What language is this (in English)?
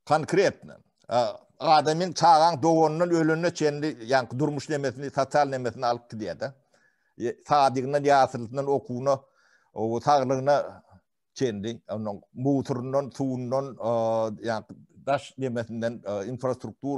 Turkmen